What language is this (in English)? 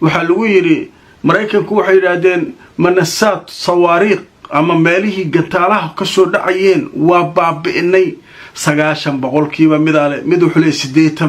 Somali